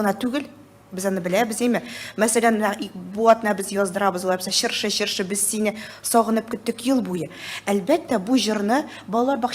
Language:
Tatar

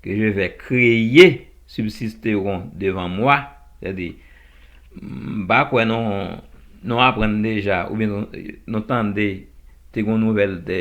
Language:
Haitian Creole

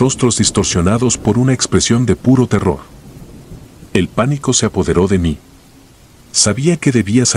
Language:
Spanish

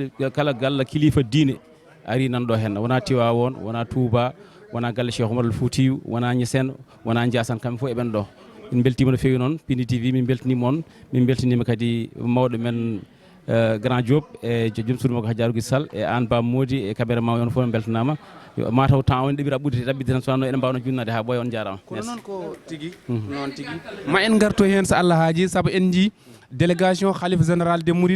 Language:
Fula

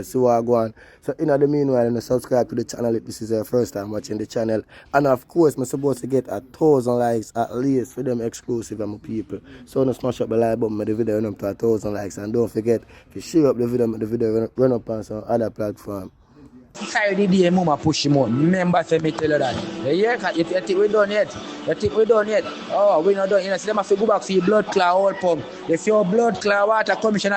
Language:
Jamaican Creole English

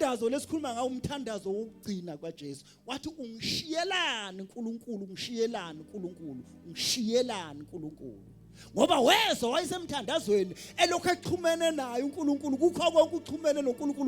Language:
Zulu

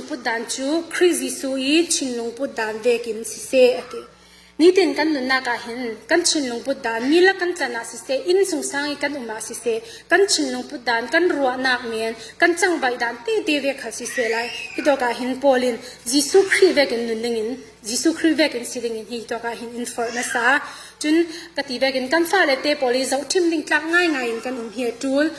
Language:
Falam Chin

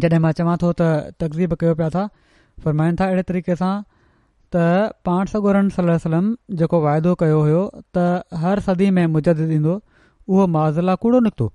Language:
Sindhi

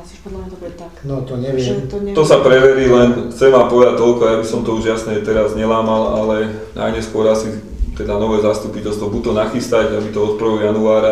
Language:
Slovak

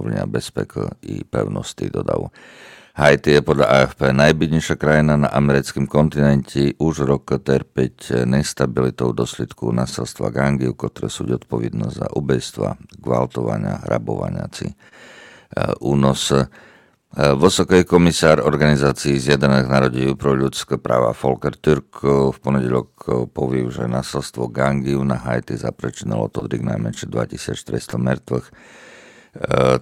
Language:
Rusyn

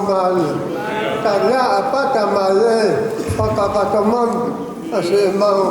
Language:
Tongan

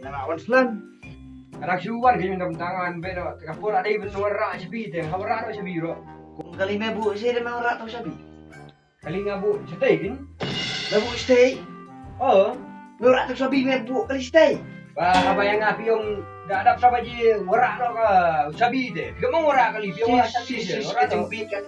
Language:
Khasi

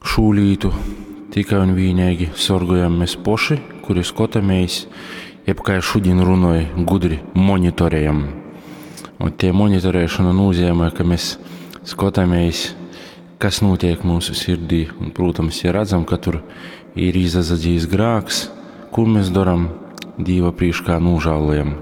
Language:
Latgalian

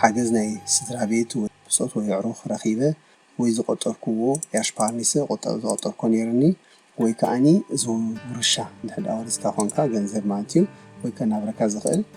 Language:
Tigrinya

